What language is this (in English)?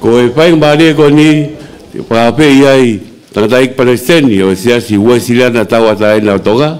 Tongan